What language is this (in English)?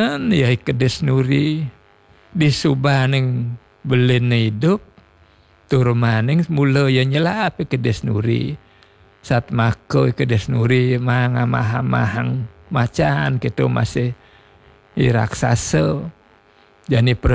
Balinese